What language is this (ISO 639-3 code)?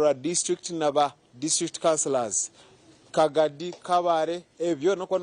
nyn